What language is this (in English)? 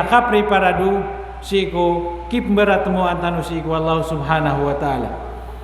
Maranao